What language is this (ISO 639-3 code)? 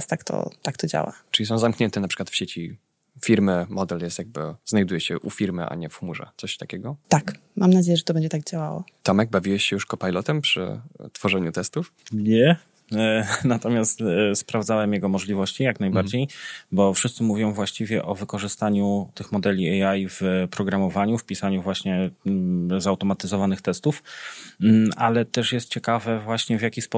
pol